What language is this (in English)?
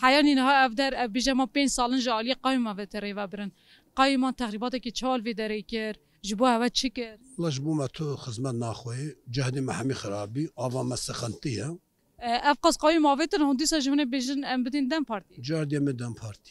Kurdish